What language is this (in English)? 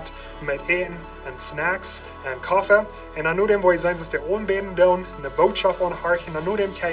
Plautdietsch